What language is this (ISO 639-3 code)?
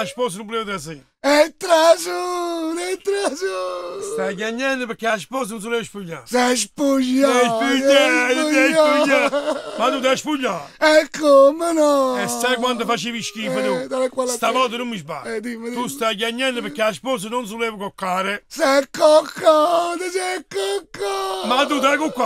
nap